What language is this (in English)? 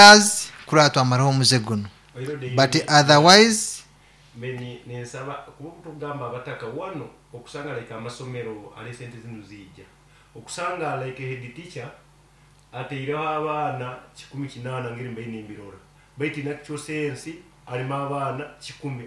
Nyankole